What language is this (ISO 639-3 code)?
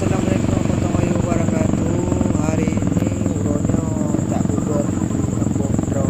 ace